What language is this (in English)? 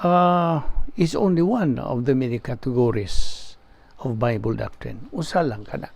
Cebuano